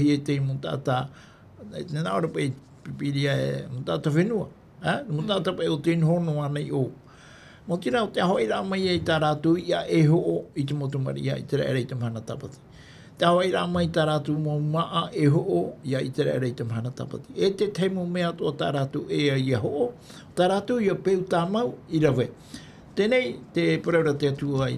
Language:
Tahitian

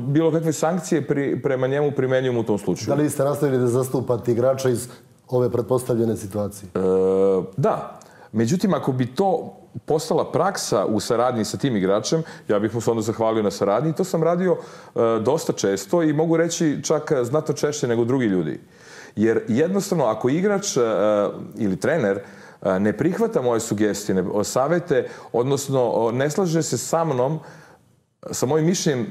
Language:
Serbian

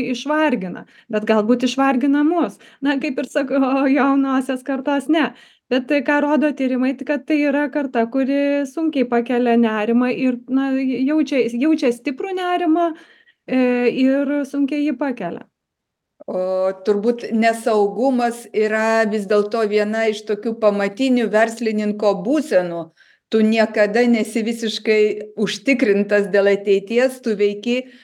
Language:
Lithuanian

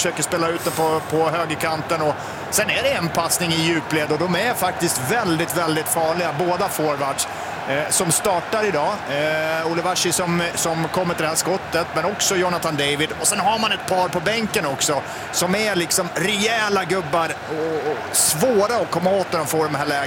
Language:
Swedish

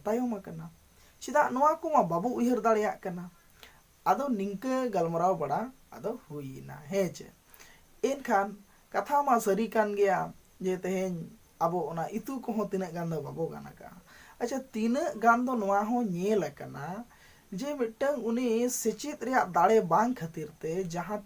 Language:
Santali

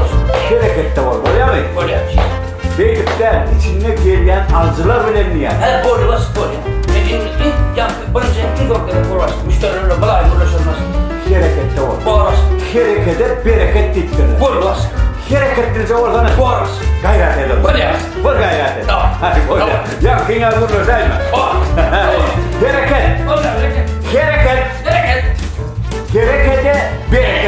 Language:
Turkmen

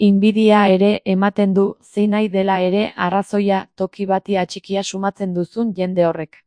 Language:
Basque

